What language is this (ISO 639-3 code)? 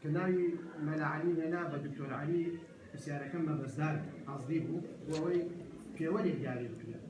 ckb